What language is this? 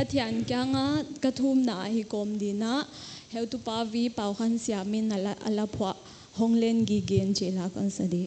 Paite Chin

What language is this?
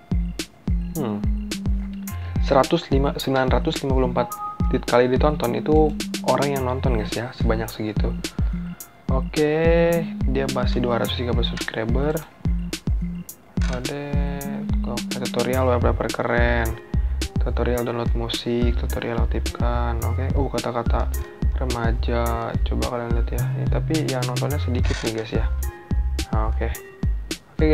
Indonesian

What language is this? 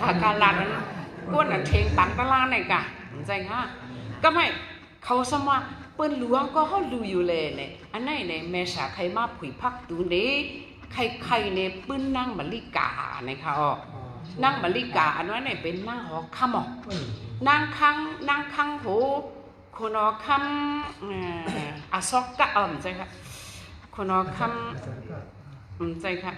Shan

